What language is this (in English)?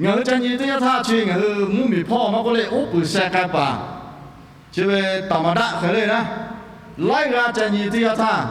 Lahu